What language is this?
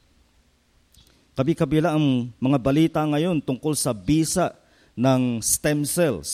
Filipino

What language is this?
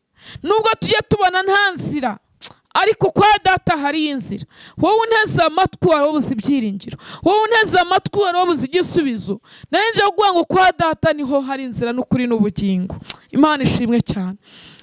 Kinyarwanda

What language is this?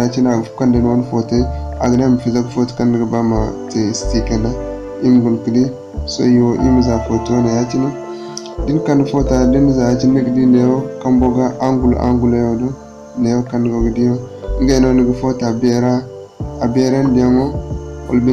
Zarma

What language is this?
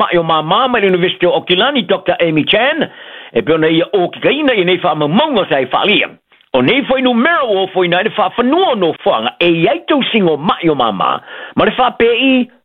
Samoan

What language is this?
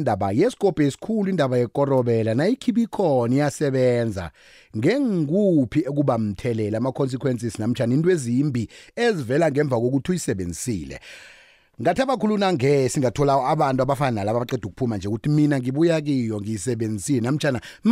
South Ndebele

